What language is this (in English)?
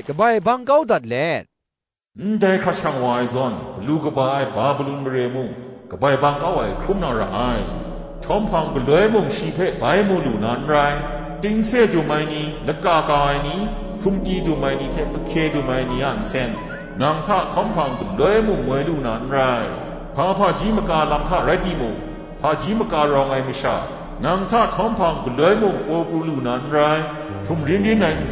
Kachin